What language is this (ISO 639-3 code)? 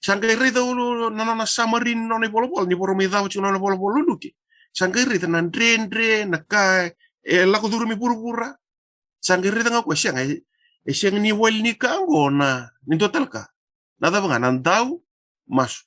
fij